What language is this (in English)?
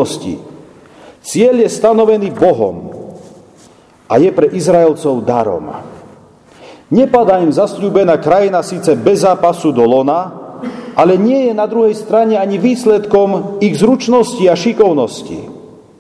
Slovak